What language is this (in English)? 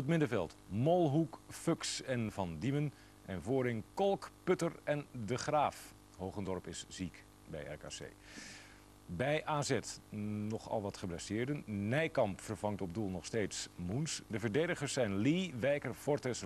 Dutch